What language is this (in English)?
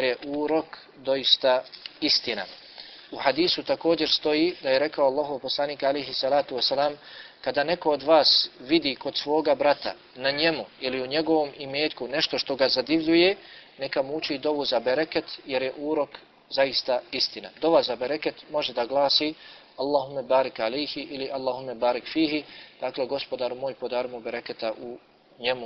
Bosnian